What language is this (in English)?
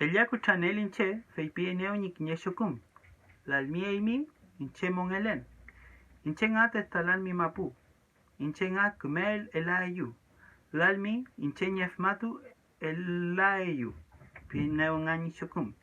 Mapuche